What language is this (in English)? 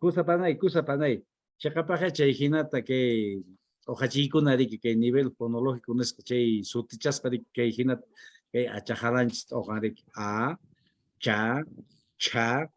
Quechua